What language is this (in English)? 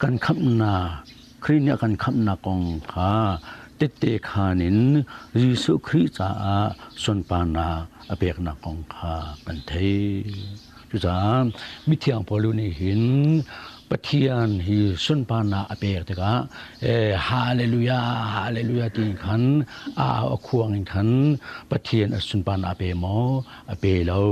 Hakha Chin